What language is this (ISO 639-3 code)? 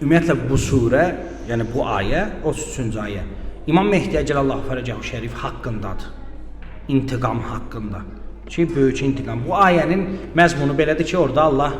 aze